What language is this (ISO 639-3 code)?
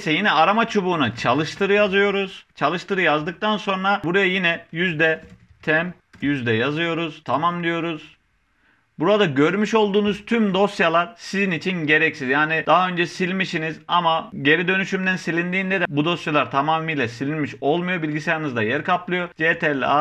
tur